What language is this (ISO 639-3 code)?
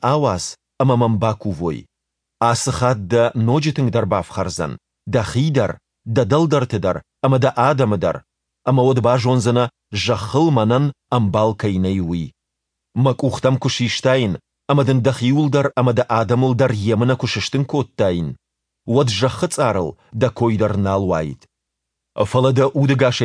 oss